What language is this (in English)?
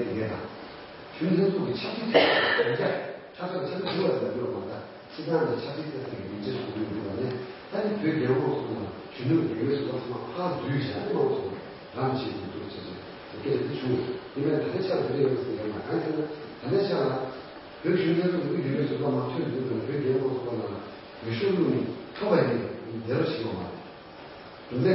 Tibetan